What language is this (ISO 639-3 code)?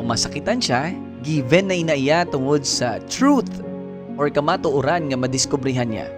hil